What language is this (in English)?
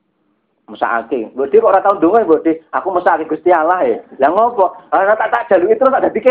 Javanese